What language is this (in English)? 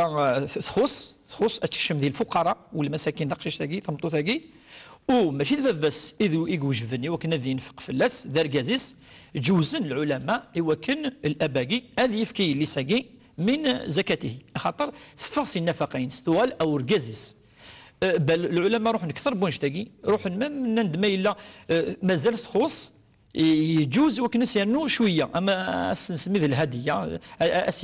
Kabyle